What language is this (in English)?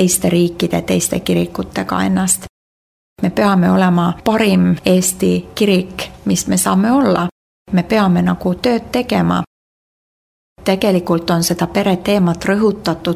Estonian